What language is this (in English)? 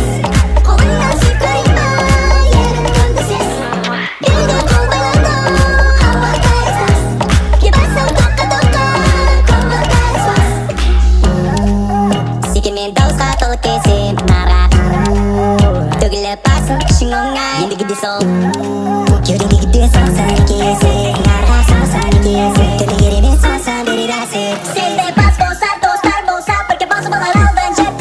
Kazakh